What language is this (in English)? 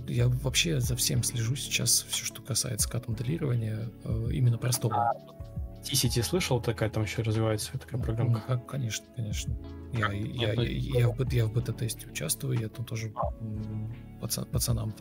Russian